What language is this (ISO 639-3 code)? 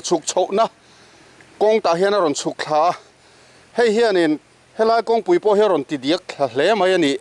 lus